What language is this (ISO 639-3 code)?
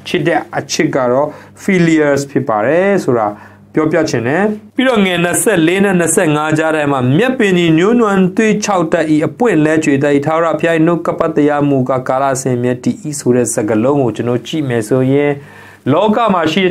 mya